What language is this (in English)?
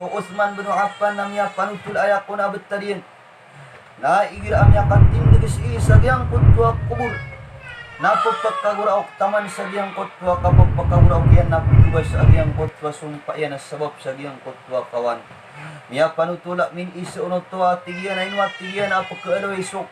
Maranao